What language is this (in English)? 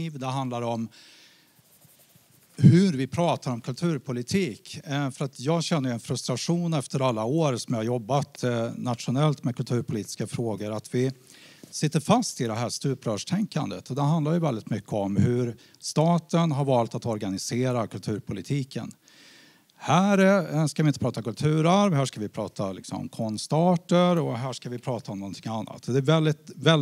Swedish